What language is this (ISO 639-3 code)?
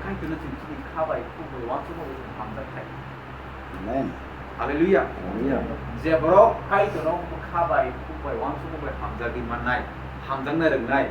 trp